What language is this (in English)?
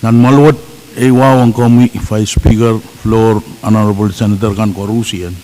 Pohnpeian